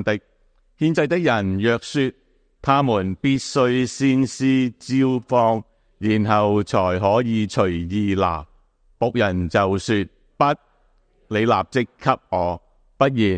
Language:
Cantonese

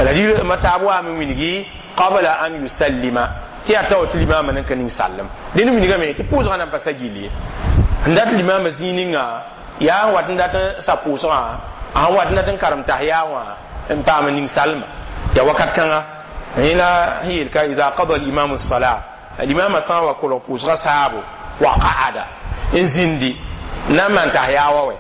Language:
Mossi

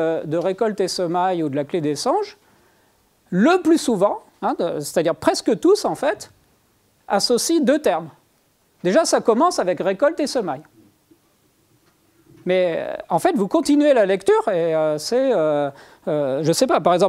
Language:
French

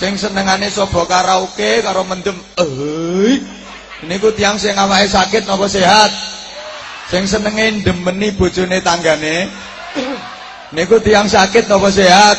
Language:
Javanese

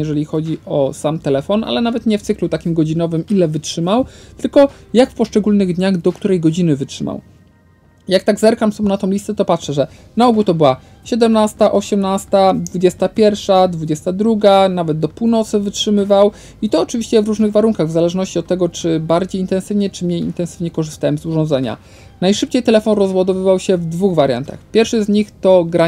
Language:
Polish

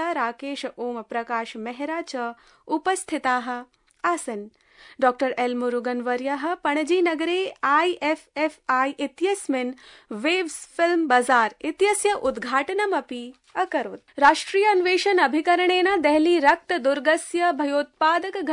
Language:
Sanskrit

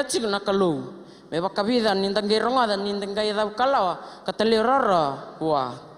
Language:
Fijian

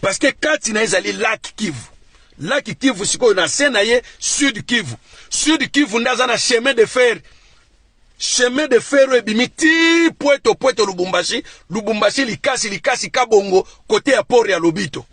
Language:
Lingala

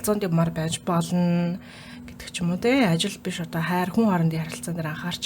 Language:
Mongolian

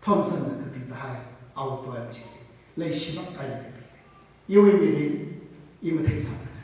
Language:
Tangkhul Naga (India)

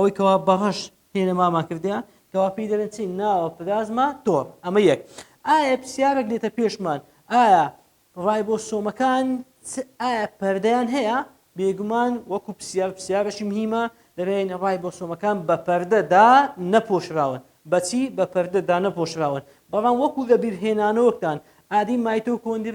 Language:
Central Kurdish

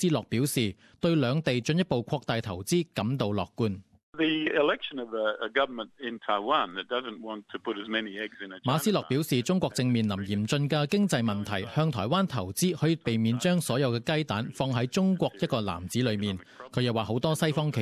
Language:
Cantonese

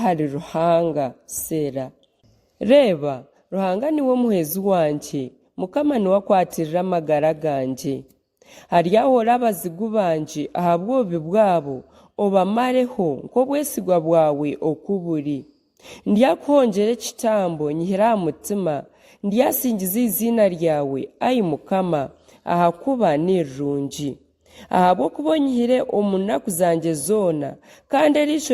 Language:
Nyankole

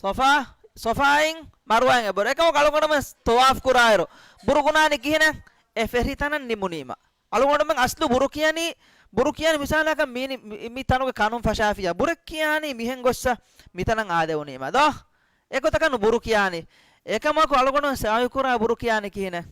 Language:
Divehi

